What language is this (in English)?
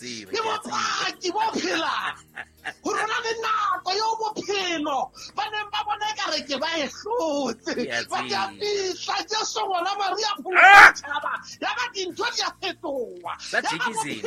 Southern Sotho